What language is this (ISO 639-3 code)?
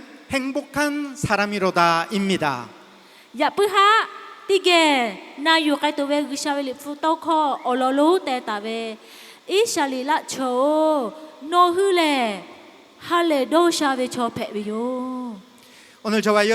lhu